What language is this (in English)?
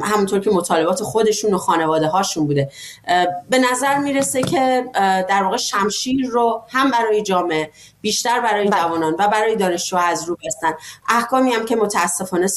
Persian